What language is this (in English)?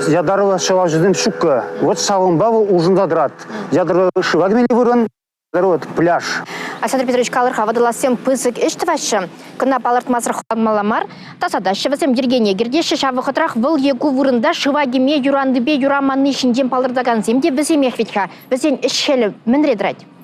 Chuvash